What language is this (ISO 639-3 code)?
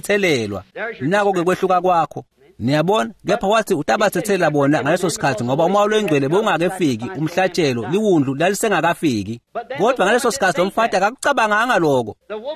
ssw